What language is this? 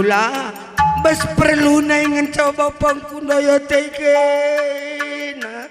Batak Karo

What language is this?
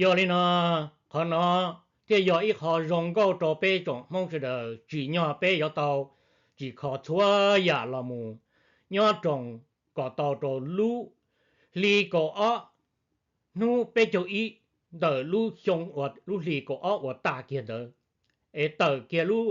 Hmong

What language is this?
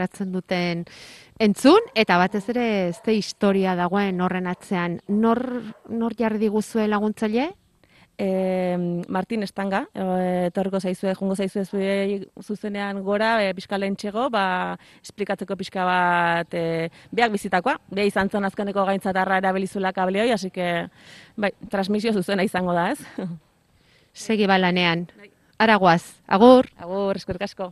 Basque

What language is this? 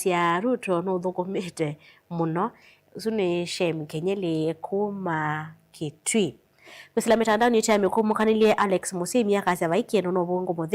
Kamba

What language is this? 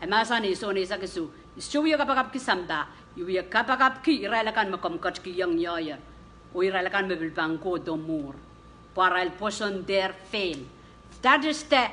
Pohnpeian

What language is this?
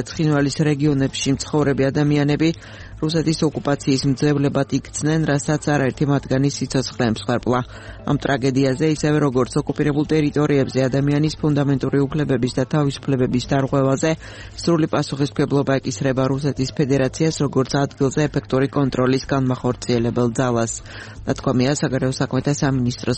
Georgian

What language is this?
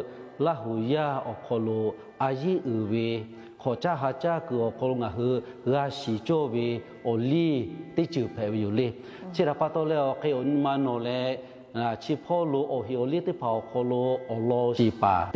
Lahu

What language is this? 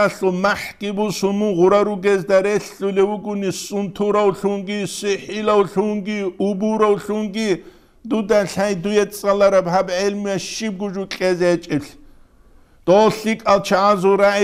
Avaric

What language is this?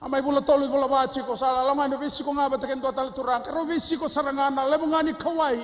Fijian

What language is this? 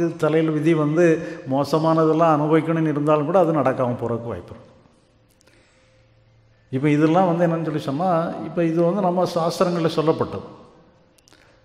Tamil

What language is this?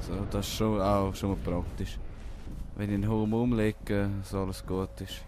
Swiss German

